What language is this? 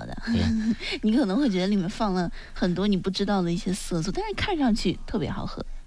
Chinese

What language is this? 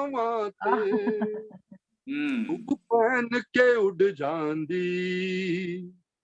Dogri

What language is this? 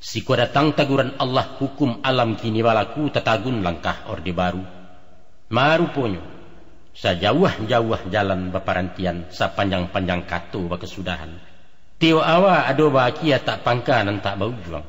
Minangkabau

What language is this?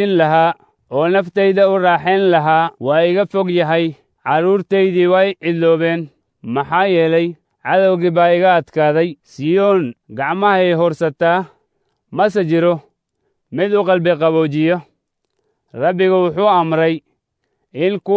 Somali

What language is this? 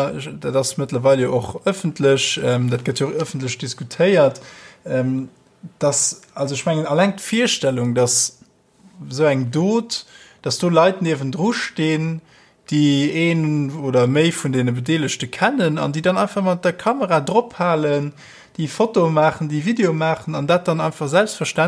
Luxembourgish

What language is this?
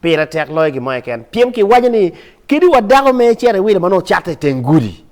Acoli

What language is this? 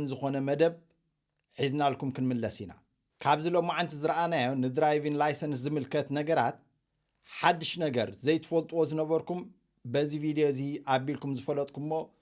Tigrinya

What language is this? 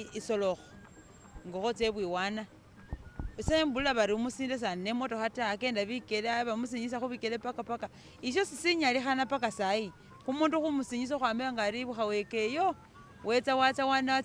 Masaaba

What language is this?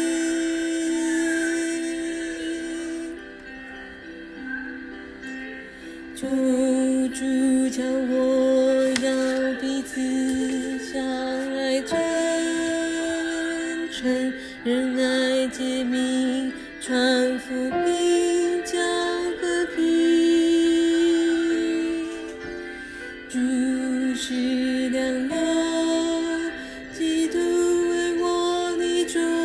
Chinese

